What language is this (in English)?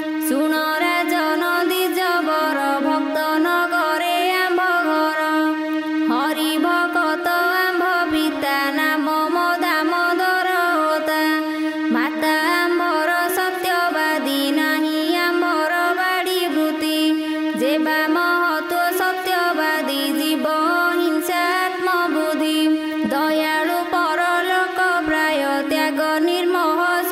Odia